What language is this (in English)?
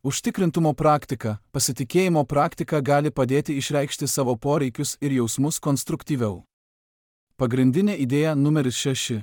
Lithuanian